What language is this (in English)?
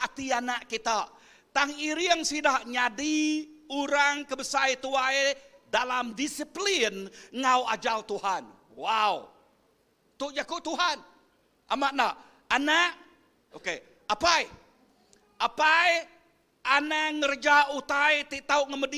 Iban